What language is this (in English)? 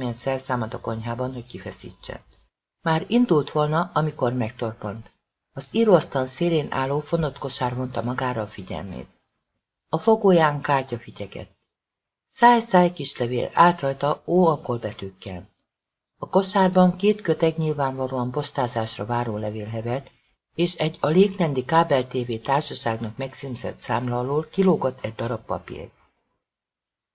Hungarian